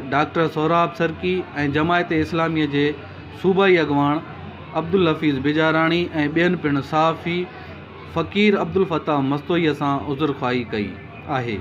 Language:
Sindhi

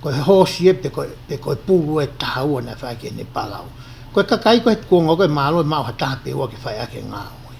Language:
Tongan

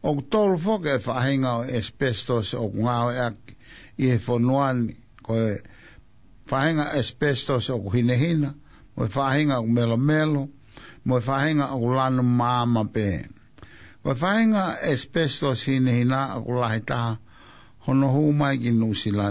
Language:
Tongan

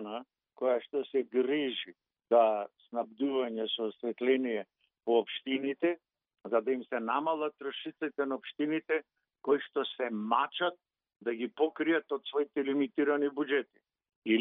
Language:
Macedonian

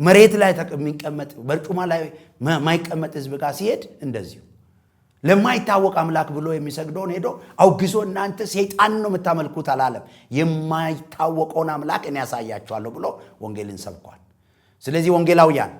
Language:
Amharic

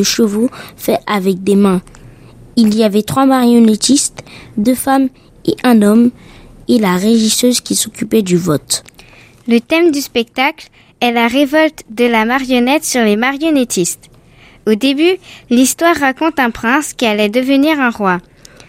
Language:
French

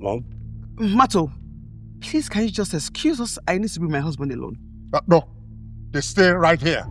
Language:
Nigerian Pidgin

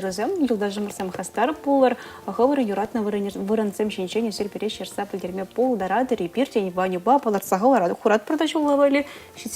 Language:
Chuvash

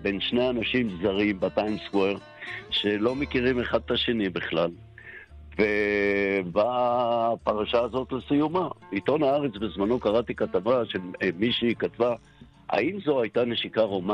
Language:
Hebrew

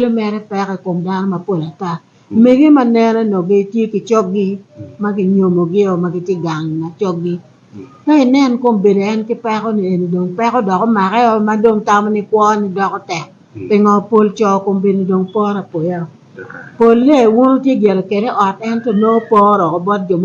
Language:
Acoli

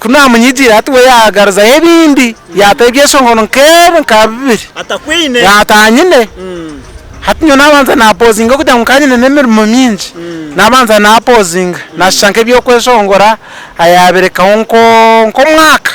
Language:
Nyankole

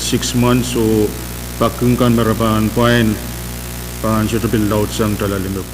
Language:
Pohnpeian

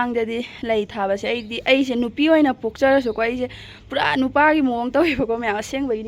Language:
Manipuri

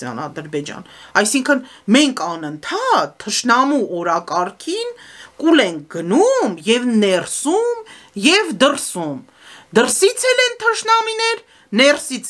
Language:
Armenian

